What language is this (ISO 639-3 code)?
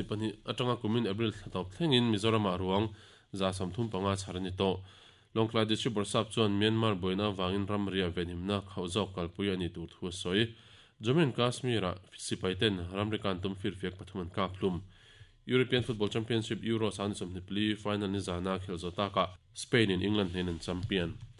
lus